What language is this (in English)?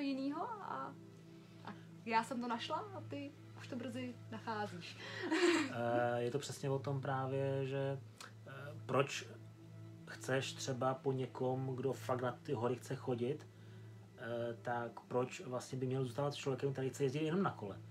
Czech